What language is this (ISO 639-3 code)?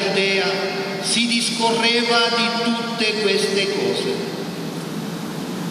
ita